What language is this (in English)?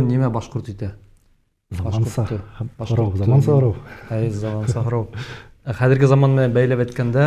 Bashkir